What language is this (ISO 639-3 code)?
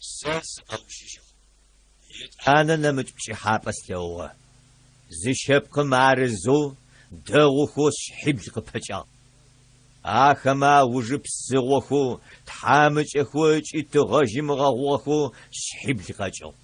ady